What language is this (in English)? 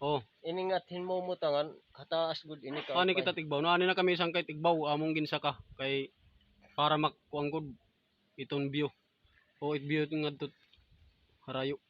Waray